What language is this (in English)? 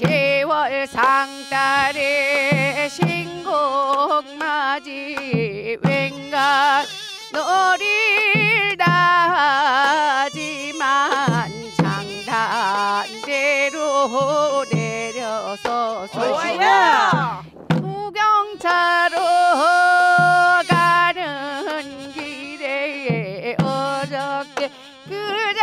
Korean